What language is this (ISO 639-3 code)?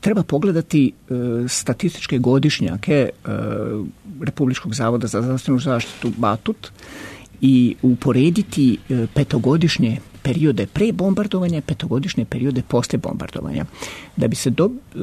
srp